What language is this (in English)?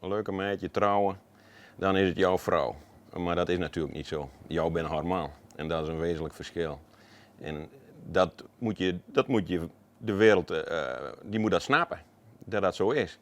Western Frisian